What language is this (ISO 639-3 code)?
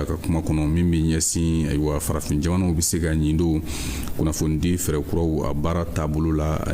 bam